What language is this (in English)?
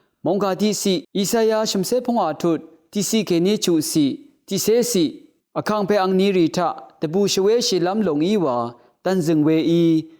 Rawang